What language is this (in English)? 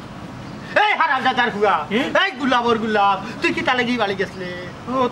Sylheti